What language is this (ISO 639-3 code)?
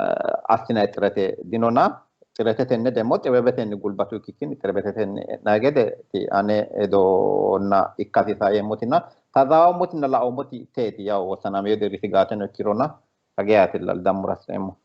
sid